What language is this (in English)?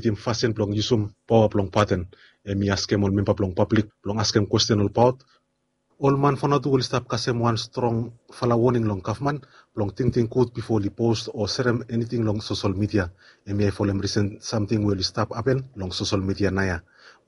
Bislama